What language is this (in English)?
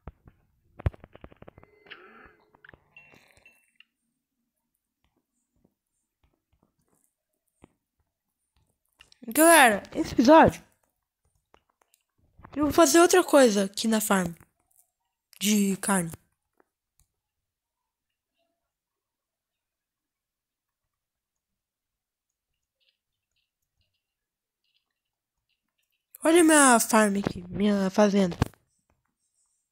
Portuguese